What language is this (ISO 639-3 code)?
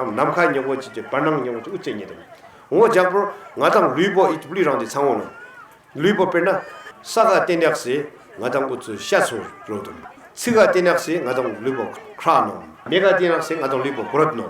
bod